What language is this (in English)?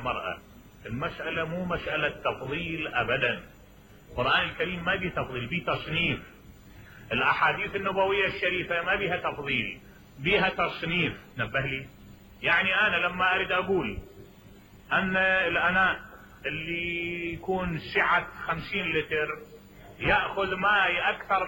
Mesopotamian Arabic